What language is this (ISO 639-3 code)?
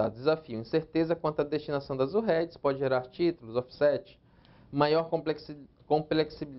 por